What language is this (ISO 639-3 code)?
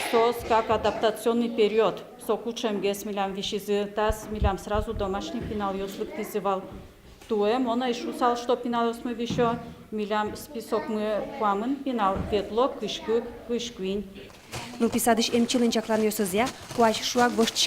udm